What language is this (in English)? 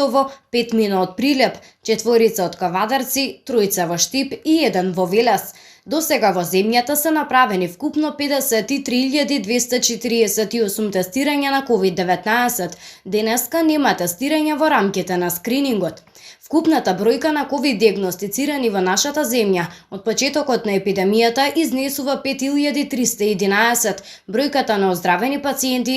Macedonian